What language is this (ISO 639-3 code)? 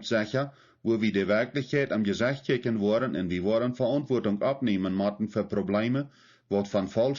pdt